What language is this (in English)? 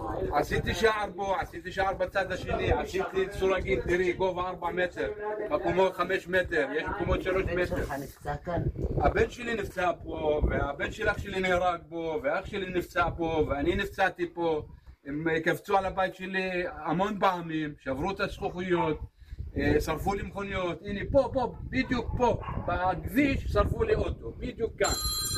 Hebrew